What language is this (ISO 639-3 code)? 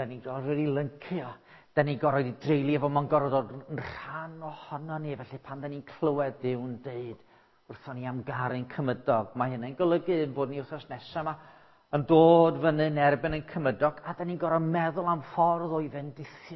cym